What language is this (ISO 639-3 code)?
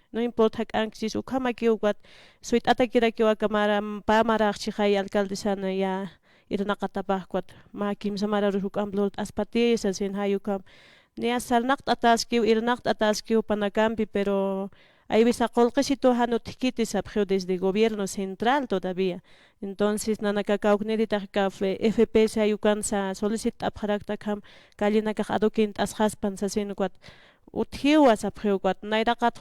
aym